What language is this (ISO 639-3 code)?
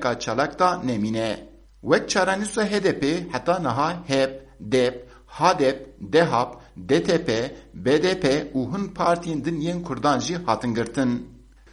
kur